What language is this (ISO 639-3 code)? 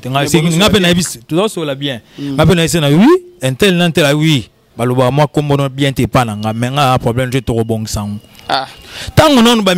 lin